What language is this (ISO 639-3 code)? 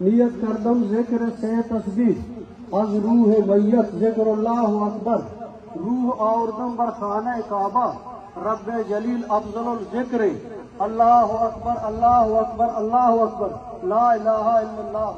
bgp